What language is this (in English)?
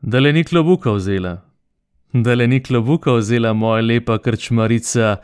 Slovenian